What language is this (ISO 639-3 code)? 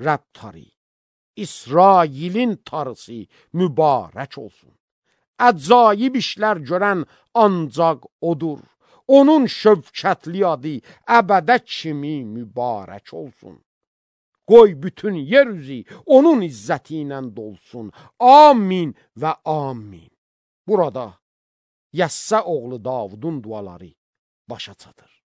aze